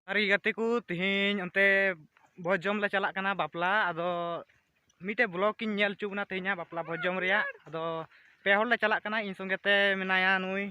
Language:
Santali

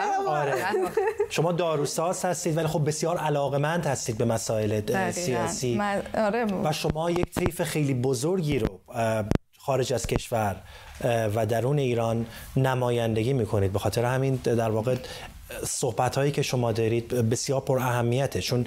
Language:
Persian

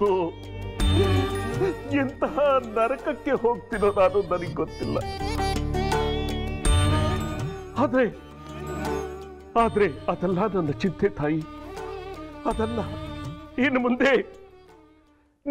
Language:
Kannada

